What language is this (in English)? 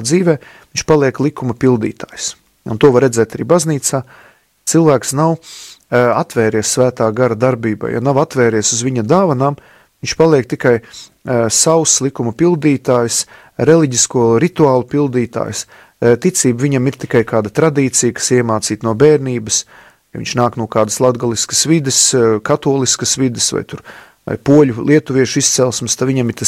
Latvian